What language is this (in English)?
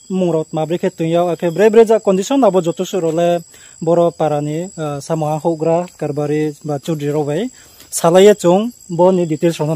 Riang (India)